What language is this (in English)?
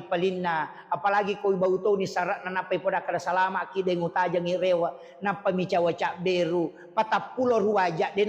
Buginese